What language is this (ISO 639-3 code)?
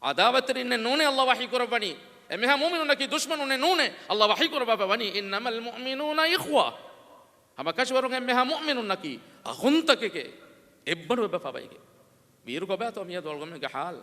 div